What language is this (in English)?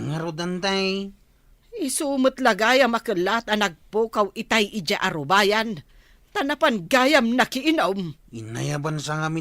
Iloko